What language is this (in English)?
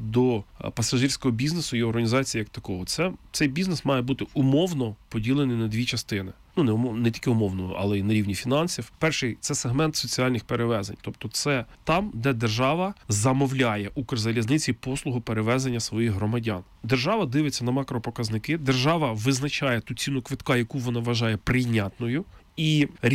Ukrainian